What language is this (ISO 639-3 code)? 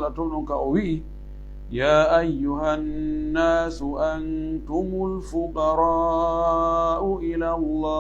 ful